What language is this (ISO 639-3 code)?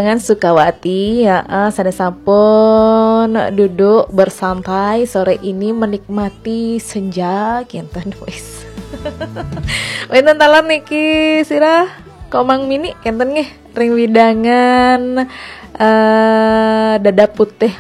ban